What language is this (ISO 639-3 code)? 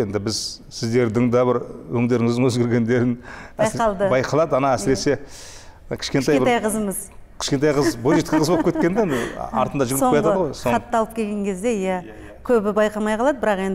kaz